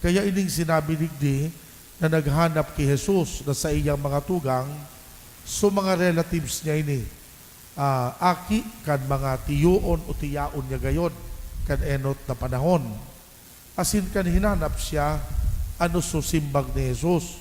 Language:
Bikol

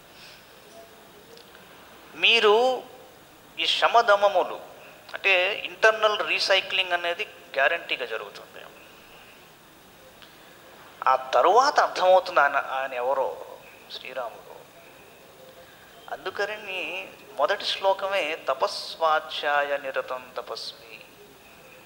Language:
Telugu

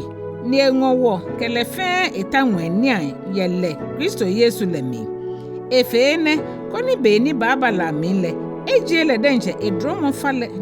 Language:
Ga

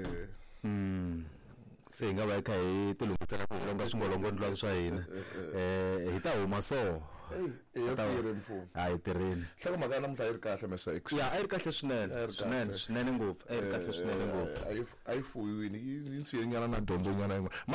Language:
Tsonga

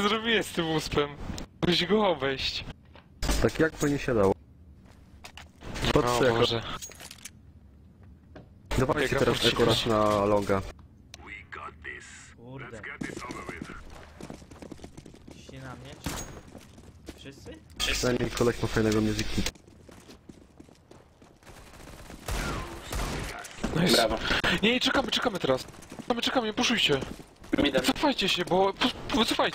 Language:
Polish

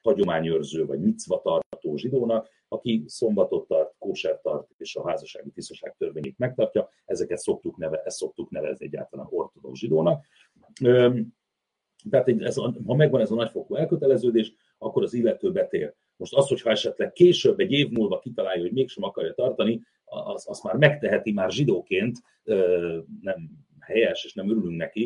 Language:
Hungarian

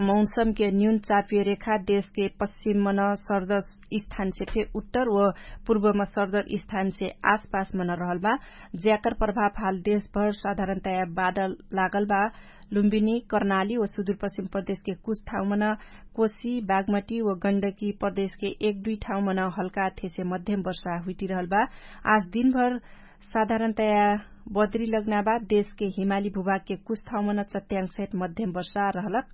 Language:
Dangaura Tharu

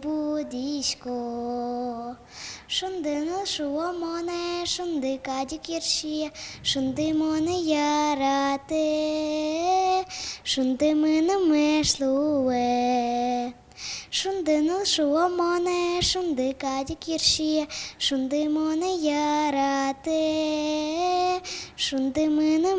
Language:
Udmurt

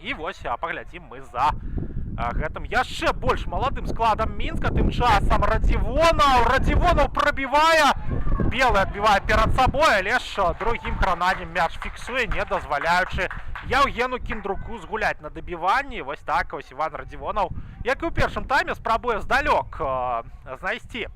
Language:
Belarusian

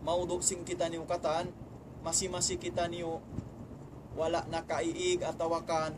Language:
Tausug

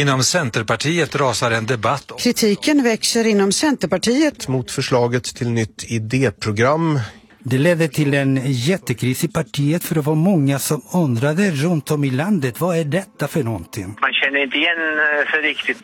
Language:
Swedish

